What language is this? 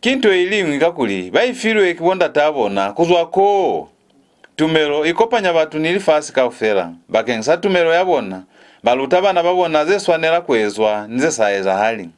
Lozi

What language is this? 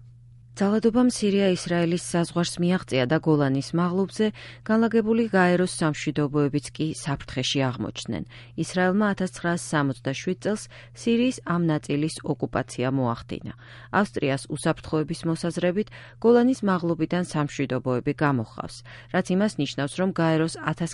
Georgian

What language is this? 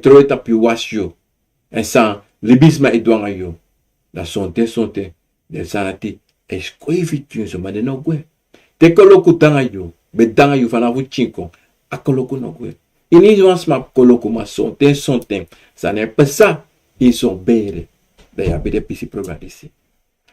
Sranan Tongo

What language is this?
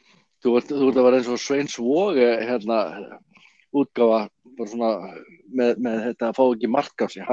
Icelandic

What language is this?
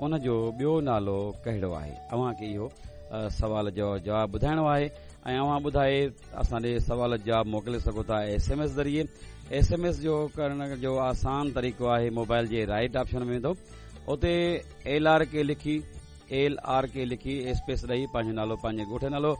Sindhi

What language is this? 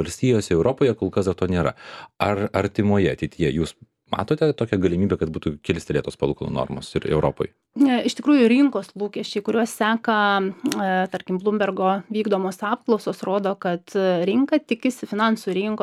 Lithuanian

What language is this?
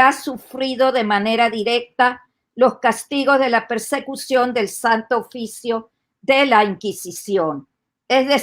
Ladino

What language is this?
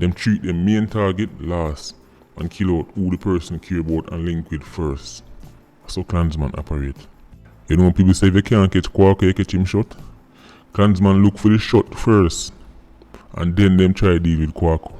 Jamaican Creole English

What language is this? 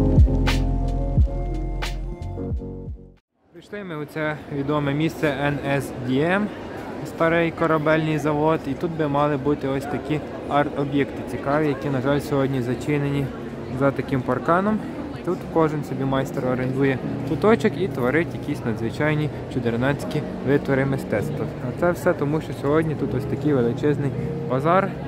Ukrainian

